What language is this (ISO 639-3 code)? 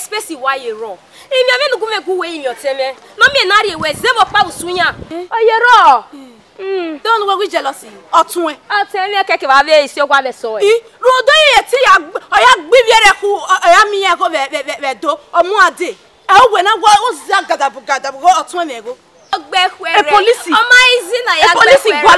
bin